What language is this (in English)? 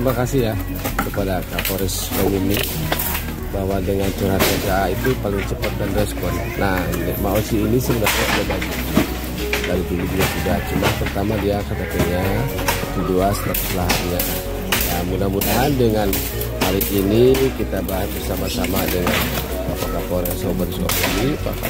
Indonesian